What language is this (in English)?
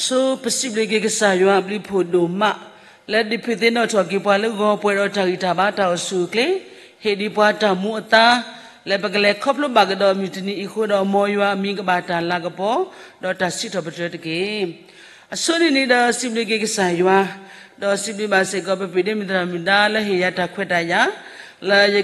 S'gaw Karen